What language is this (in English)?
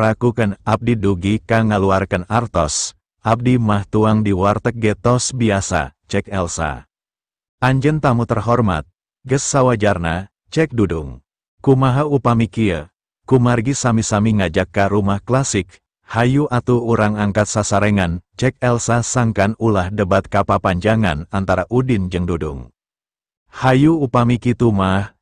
Sundanese